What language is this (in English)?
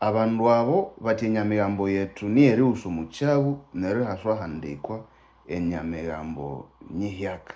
Nande